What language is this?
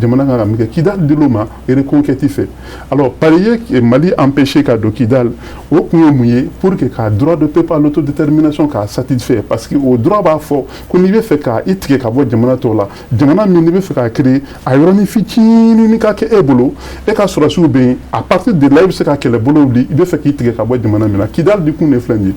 Bambara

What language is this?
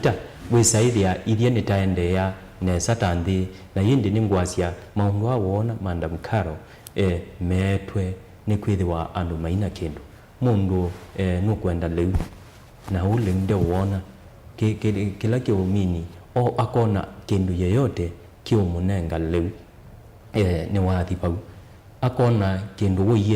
Kamba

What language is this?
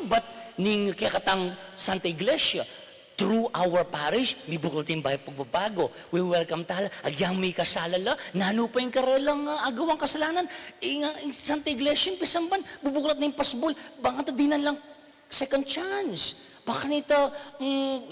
Pampanga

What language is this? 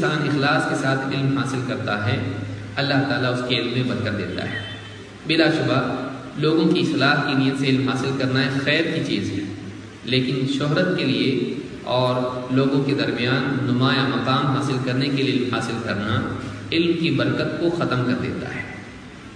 Urdu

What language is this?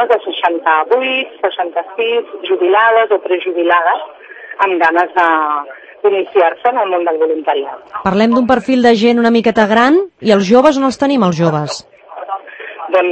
Catalan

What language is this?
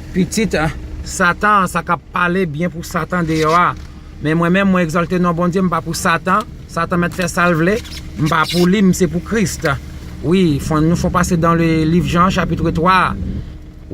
Haitian Creole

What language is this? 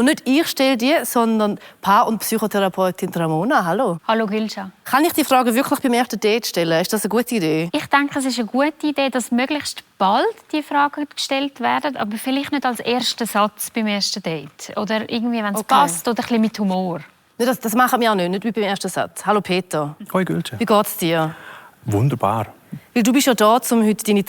Swiss German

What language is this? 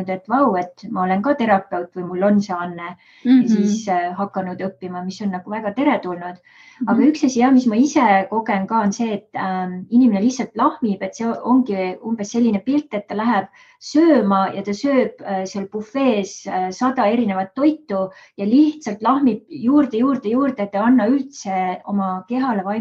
Estonian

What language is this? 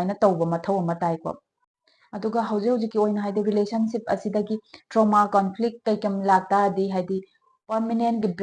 Manipuri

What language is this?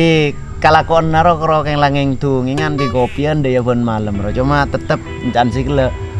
Madurese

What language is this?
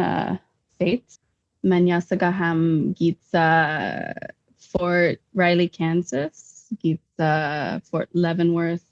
Chamorro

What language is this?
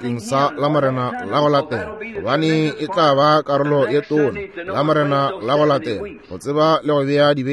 Northern Sotho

